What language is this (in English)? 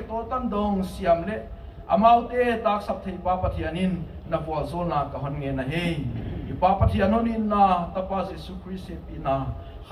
Tedim Chin